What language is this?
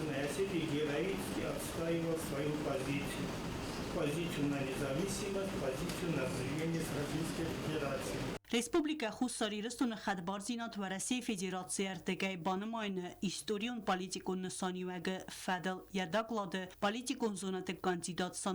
Ossetic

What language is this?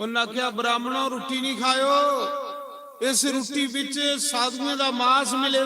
Dogri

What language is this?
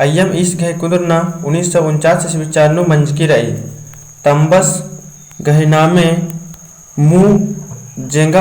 Kurukh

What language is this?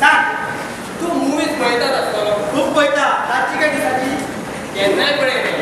Konkani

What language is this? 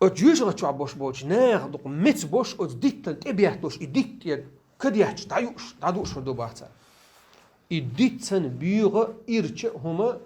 Chechen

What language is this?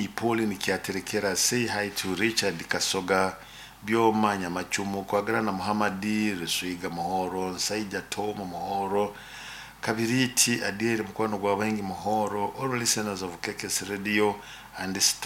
Nyoro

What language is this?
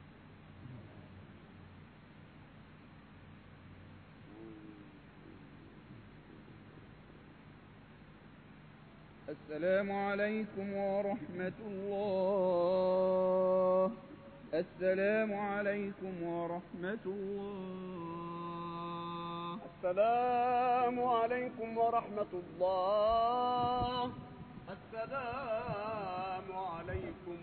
Arabic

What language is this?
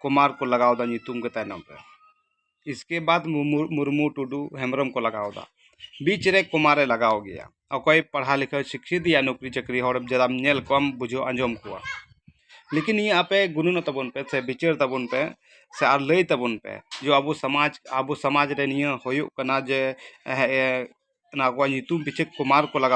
Santali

